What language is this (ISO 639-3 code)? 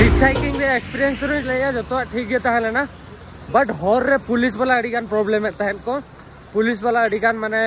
sat